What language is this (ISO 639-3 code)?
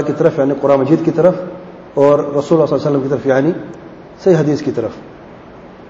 urd